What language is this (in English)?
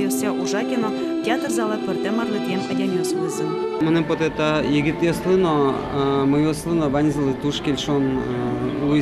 Udmurt